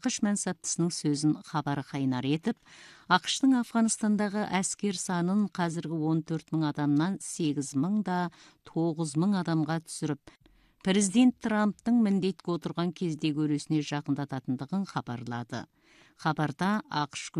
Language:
Kazakh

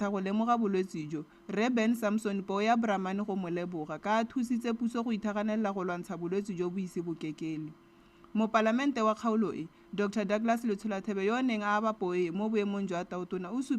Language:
Tswana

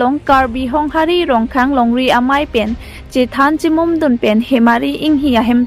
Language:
Karbi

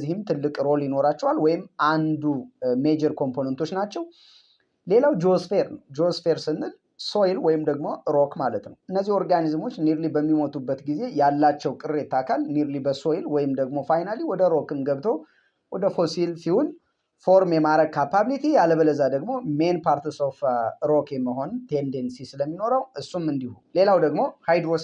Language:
Amharic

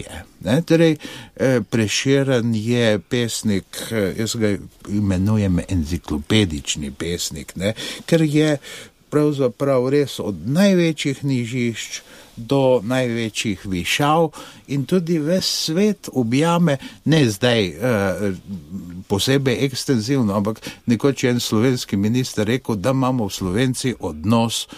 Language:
Slovenian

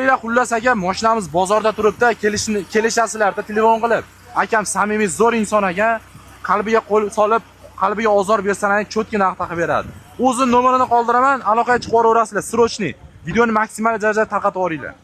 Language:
Uzbek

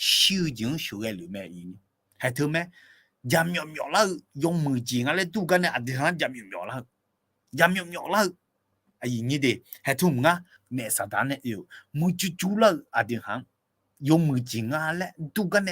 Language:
Akha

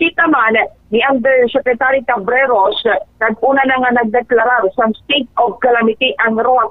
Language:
Hiligaynon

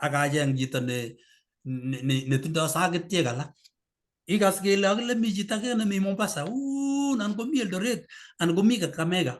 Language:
Kalenjin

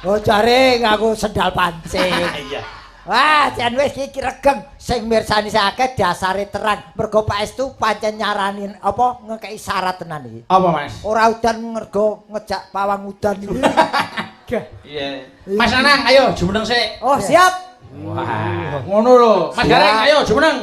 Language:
Javanese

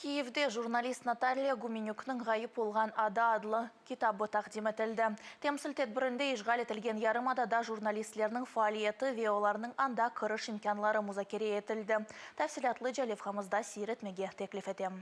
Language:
Crimean Tatar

